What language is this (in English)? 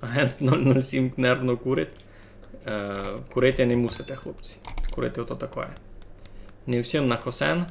Rusyn